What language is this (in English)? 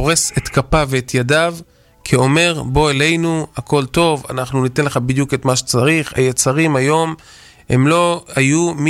Hebrew